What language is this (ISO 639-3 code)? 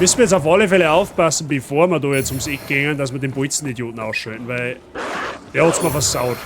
bar